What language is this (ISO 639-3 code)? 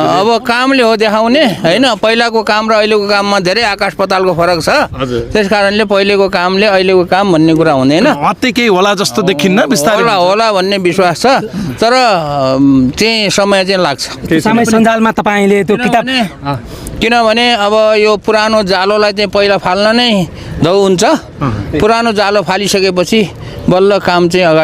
nep